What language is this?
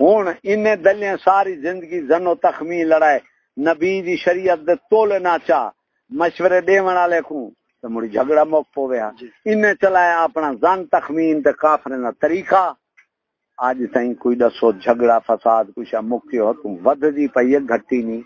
Saraiki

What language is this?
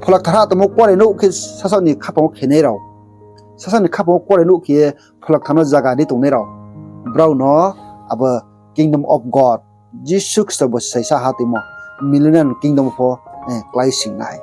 Riang (India)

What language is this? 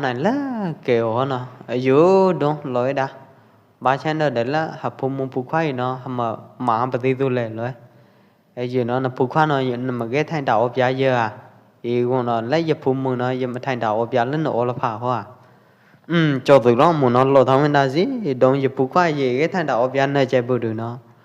Pwo Eastern Karen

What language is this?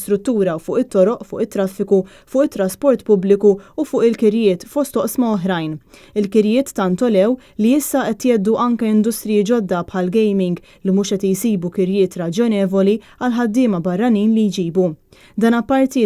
Maltese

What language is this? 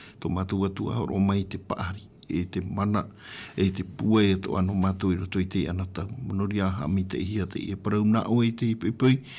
Tahitian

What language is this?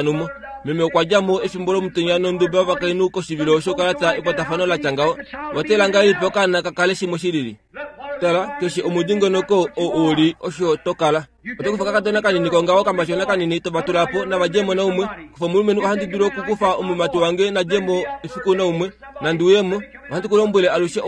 Kuanyama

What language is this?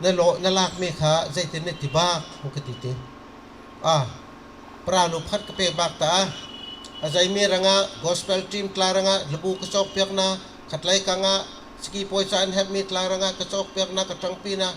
Bawm Chin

